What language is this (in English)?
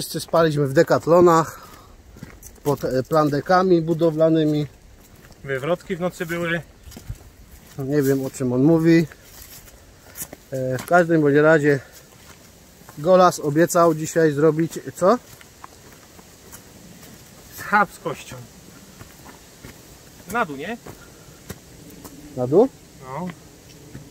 Polish